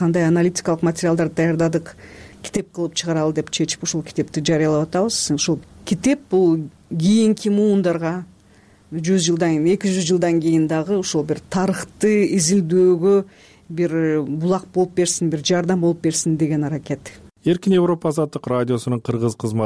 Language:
Kyrgyz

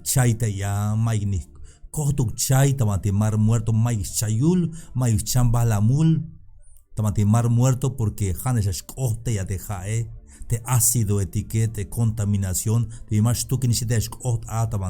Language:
Tzeltal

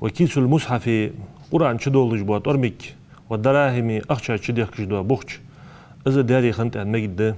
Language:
Ingush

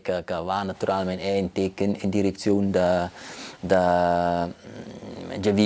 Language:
Romansh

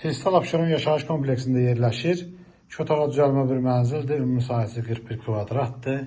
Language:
Azerbaijani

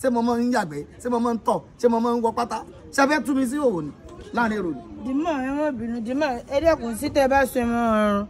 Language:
Yoruba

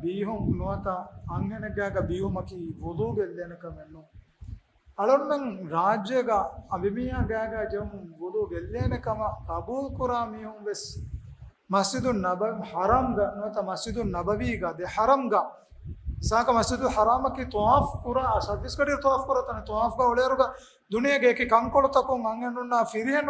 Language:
Divehi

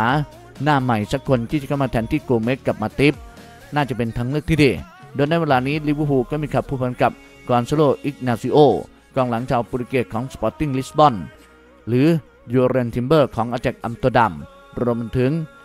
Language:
Thai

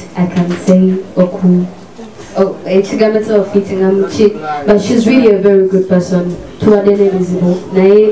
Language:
Ganda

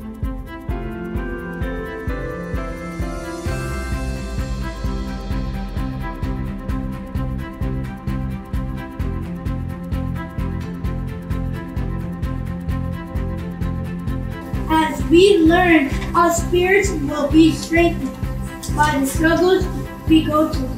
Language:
English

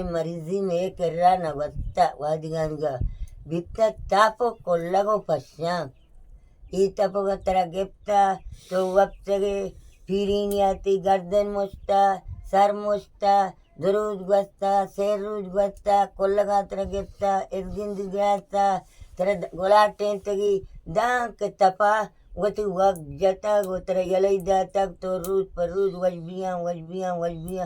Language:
Baluchi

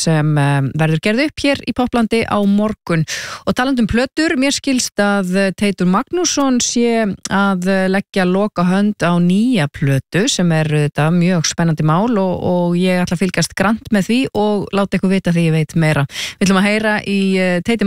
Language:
Icelandic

